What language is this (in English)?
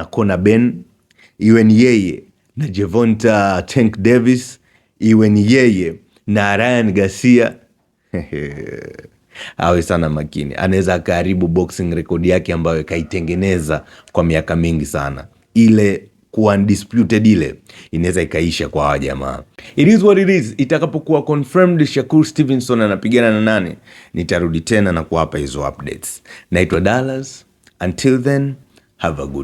Swahili